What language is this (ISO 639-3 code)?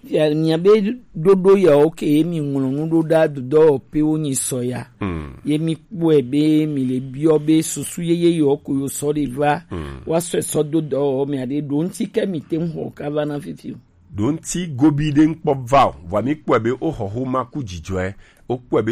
gej